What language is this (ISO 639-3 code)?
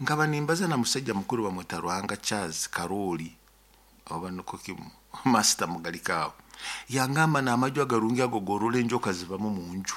nyo